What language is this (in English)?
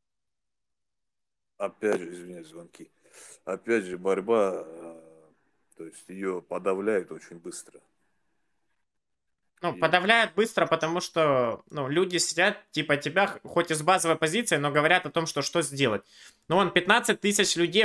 Russian